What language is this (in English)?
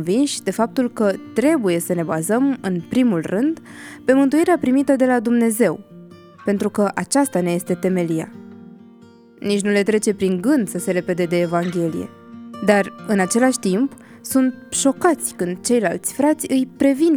Romanian